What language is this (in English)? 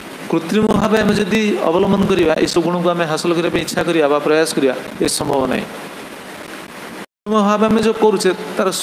Odia